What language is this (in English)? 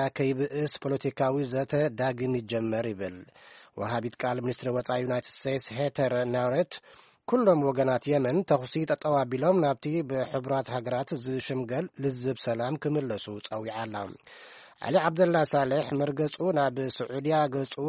Tigrinya